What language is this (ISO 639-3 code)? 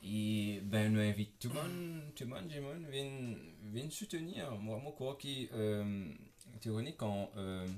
mfe